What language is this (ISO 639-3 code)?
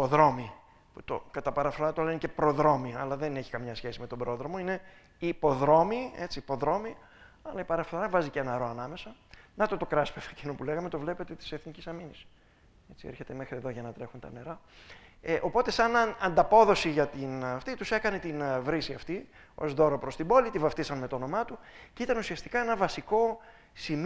ell